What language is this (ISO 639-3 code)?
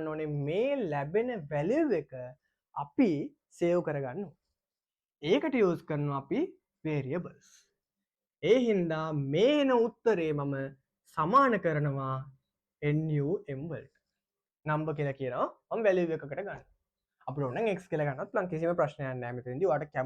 sin